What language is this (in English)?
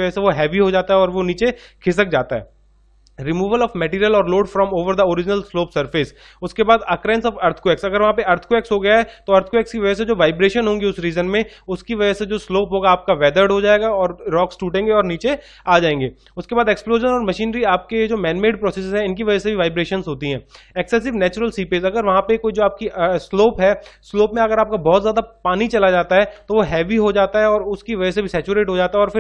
Hindi